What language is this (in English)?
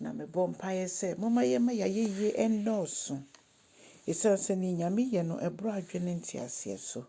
Akan